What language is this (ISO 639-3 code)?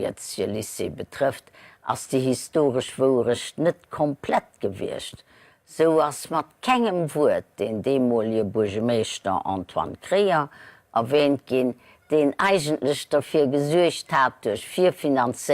ltz